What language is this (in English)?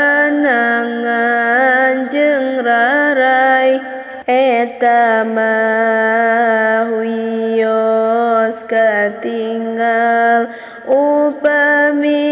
Sundanese